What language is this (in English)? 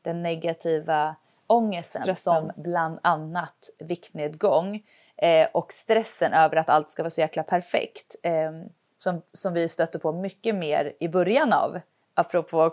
Swedish